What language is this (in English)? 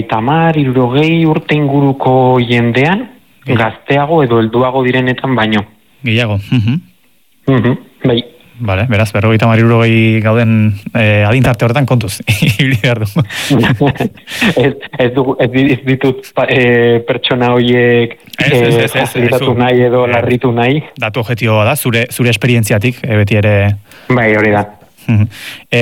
Basque